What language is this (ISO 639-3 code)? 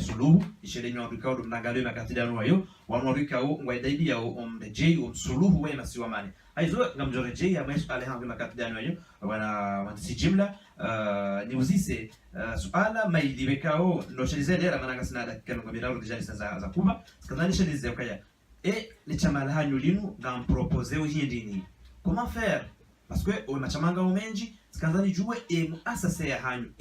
zdj